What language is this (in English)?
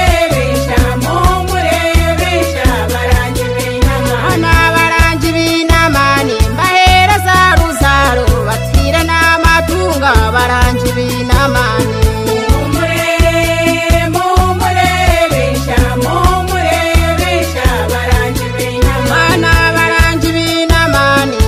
Kinyarwanda